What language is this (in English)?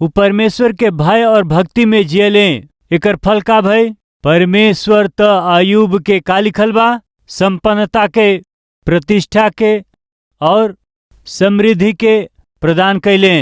Bhojpuri